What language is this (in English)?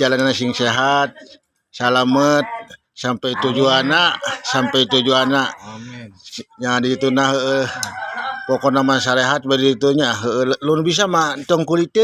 Sundanese